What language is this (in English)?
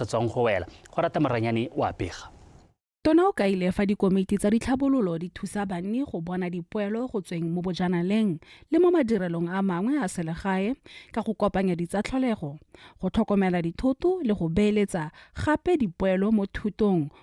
Tswana